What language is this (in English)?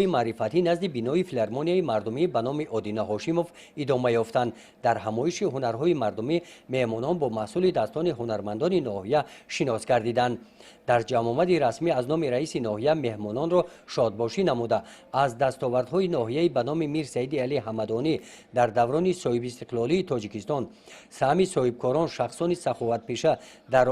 Tajik